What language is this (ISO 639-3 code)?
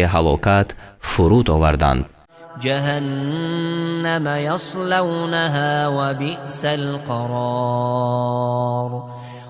fas